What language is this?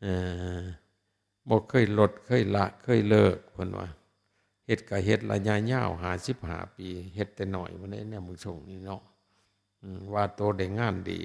Northeastern Thai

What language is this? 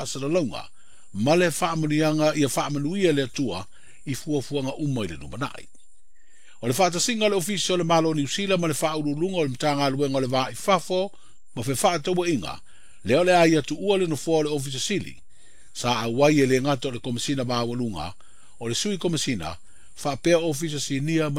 Samoan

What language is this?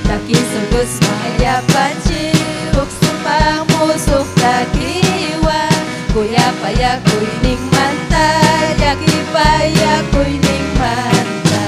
Ayacucho Quechua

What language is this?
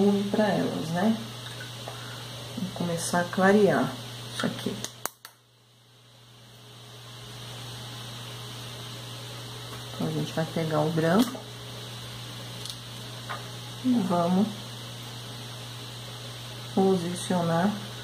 Portuguese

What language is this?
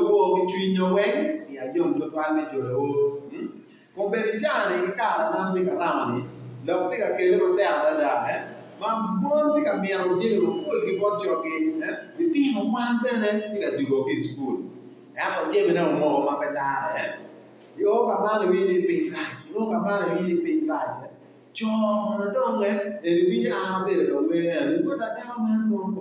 Acoli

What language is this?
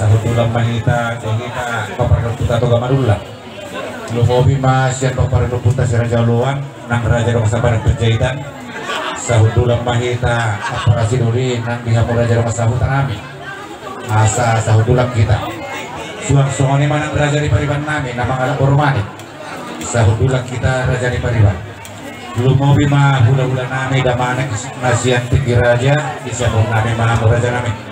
Batak Toba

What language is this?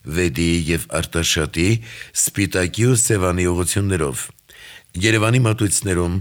Armenian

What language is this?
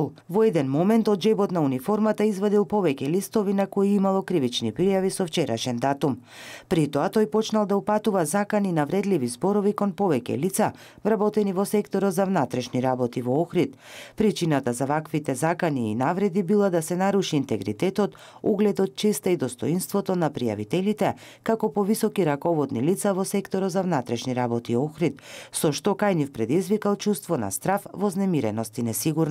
Macedonian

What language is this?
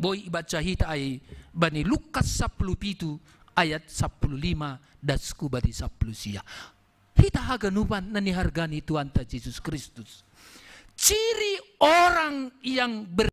Batak Simalungun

